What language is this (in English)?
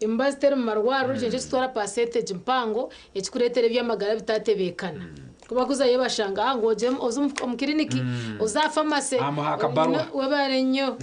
Nyankole